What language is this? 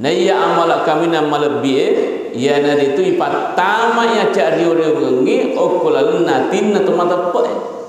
Buginese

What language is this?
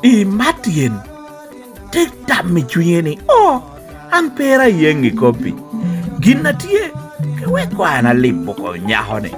Lango (Uganda)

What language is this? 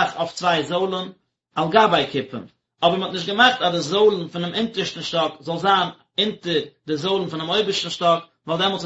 Yiddish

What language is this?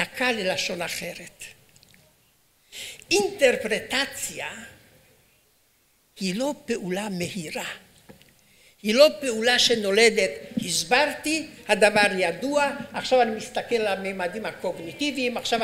Hebrew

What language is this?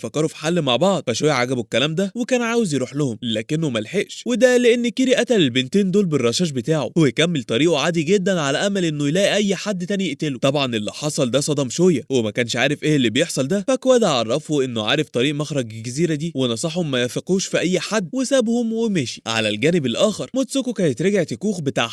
Egyptian Arabic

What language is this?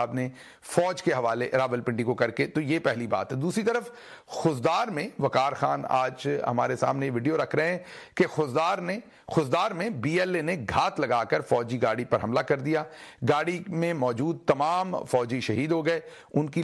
Urdu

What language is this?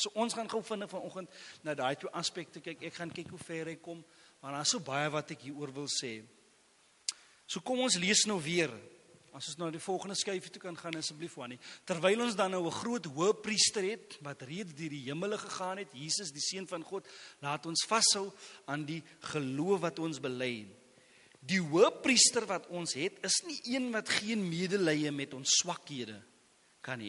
Afrikaans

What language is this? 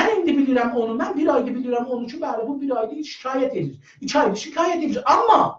South Azerbaijani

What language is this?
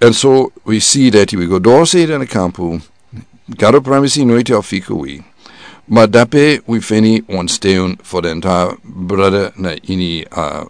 Sranan Tongo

